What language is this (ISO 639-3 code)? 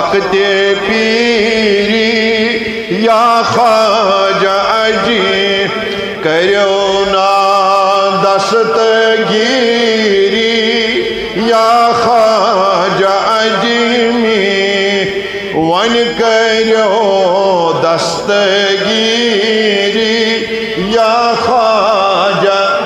kas